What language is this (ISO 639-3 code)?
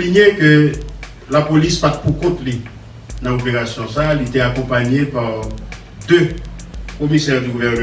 hat